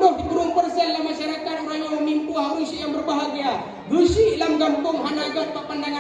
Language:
Achinese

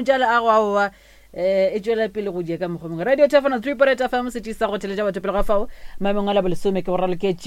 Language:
Northern Sotho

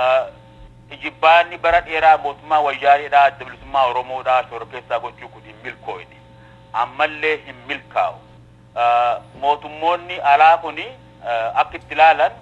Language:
Oromo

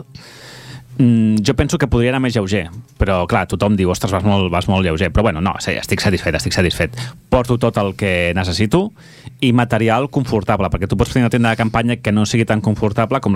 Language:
Catalan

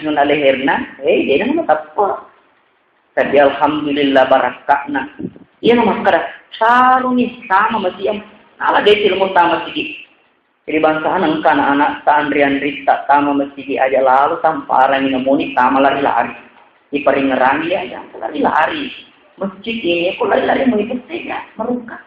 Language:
Buginese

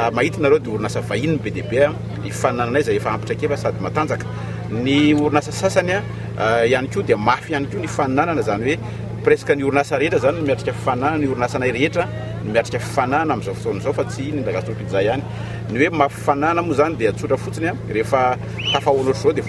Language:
Malagasy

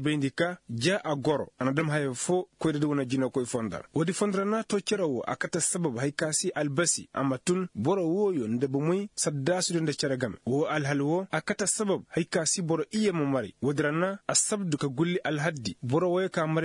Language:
Koyraboro Senni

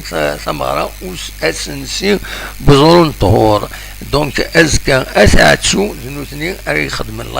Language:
Kabyle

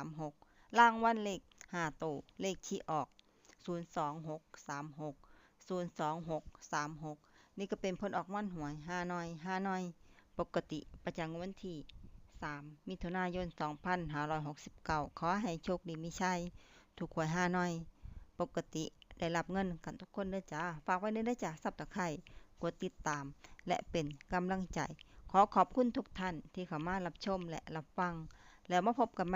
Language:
Lao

